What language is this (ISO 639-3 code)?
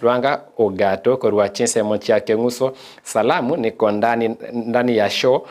guz